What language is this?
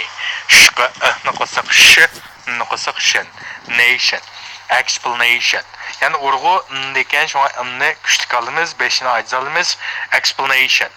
Uyghur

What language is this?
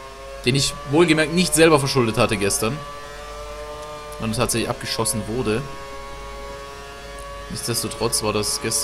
German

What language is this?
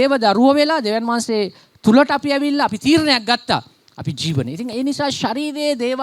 Sinhala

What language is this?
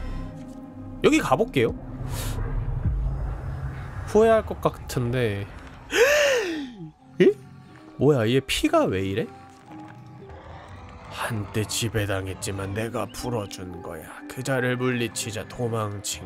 Korean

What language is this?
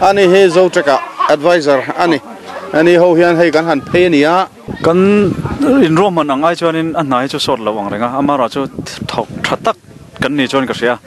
Mizo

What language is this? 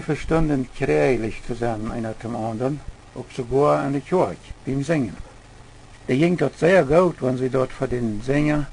Plautdietsch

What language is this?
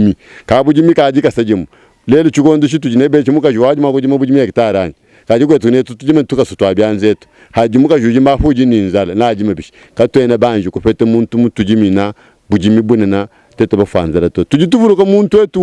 Luba-Lulua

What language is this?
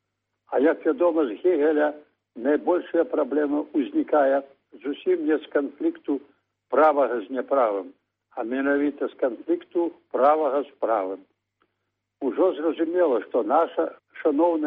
Belarusian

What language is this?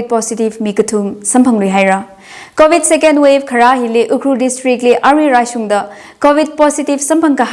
Tangkhul Naga (India)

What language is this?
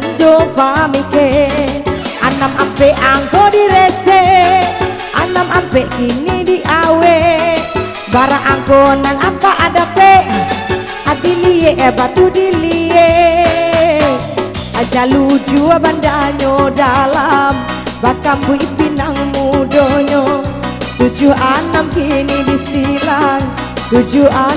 Minangkabau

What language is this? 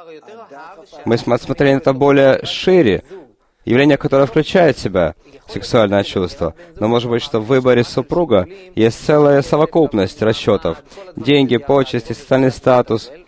Russian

